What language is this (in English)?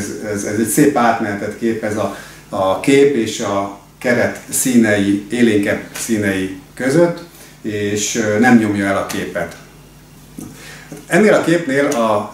Hungarian